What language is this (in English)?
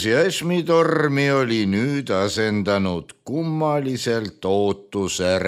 Estonian